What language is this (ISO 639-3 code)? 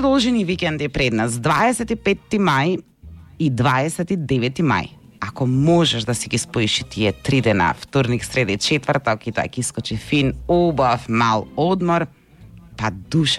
mkd